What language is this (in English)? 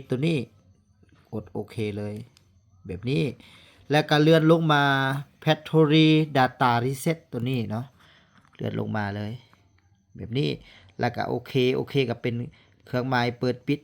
Lao